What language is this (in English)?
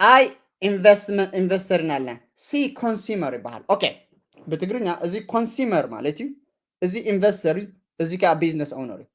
Tigrinya